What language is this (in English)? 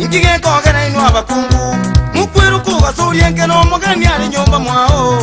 Gusii